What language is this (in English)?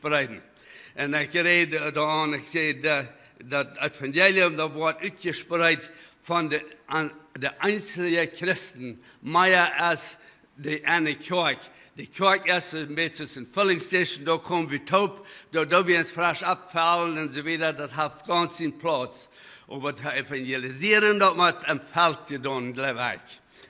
Plautdietsch